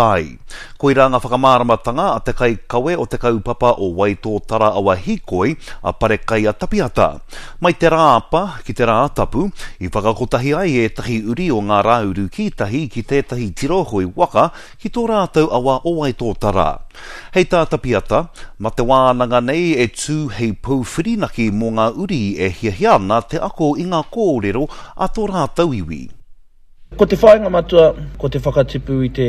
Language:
Māori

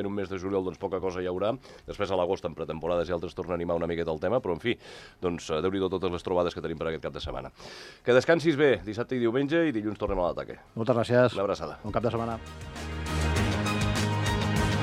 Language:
Catalan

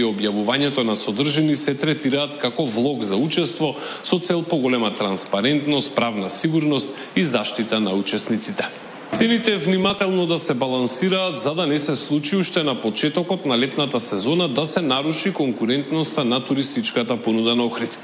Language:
Macedonian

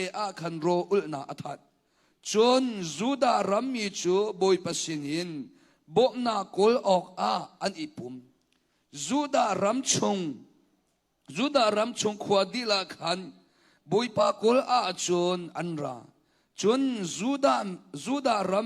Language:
Hakha Chin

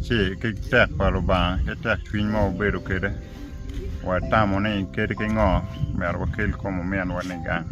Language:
Acoli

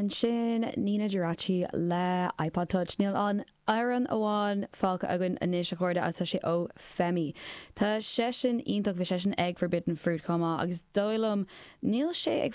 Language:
Irish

